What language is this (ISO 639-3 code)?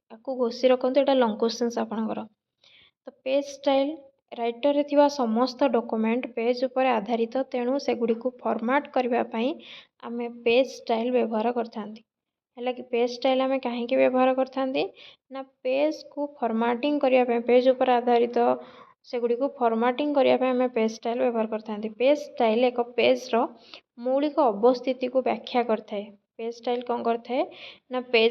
ori